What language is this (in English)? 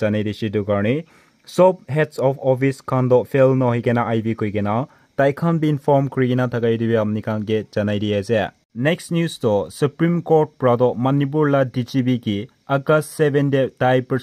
Naga Pidgin